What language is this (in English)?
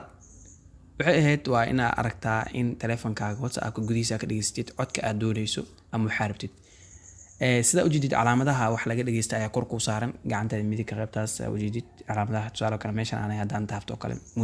Somali